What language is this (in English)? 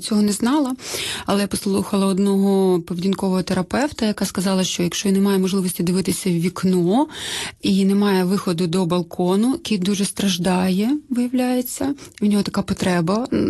Ukrainian